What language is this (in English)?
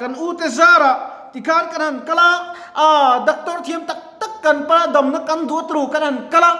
Mizo